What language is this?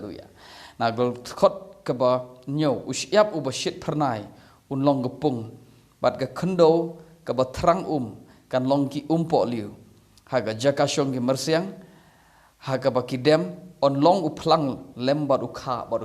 Khasi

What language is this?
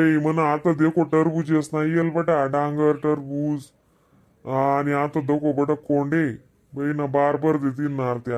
Khandesi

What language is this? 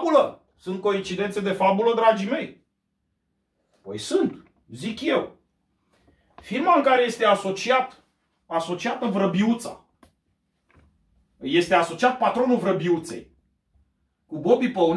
Romanian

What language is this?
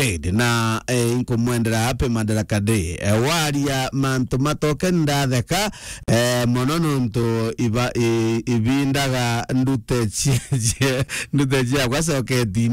Meru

